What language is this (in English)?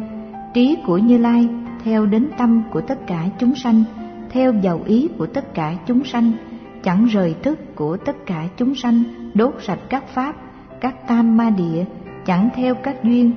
Vietnamese